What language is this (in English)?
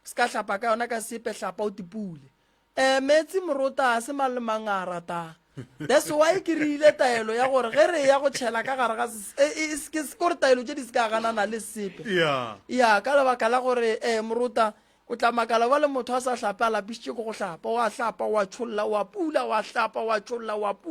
Northern Sotho